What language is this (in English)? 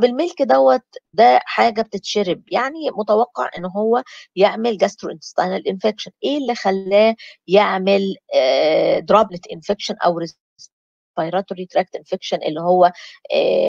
Egyptian Arabic